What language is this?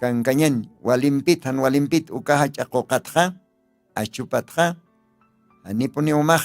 Aymara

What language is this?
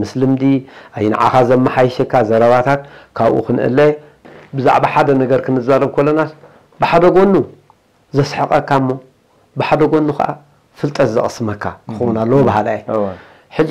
Tigrinya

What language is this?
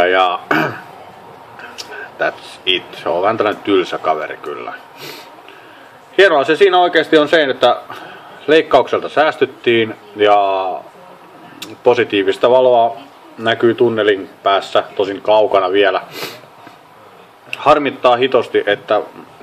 Finnish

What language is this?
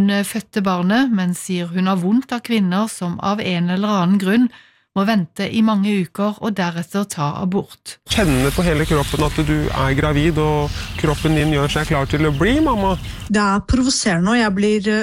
Norwegian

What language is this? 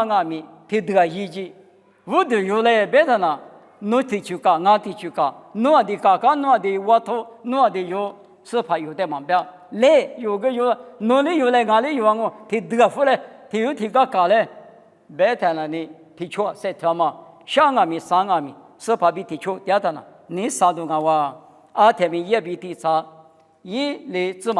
Lisu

